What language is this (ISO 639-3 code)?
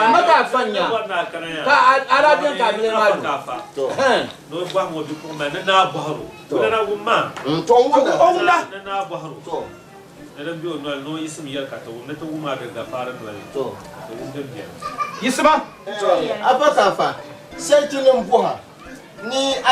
dag